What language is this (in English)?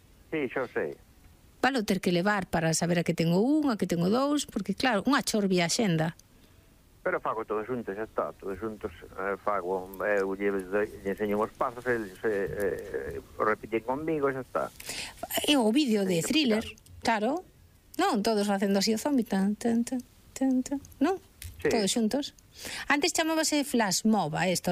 Galician